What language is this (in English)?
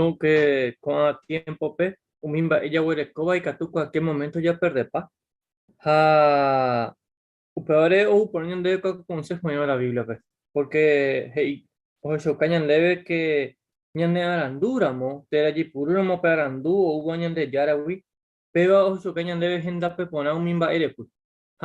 Guarani